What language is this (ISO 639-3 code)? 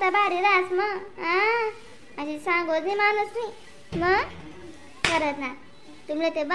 khn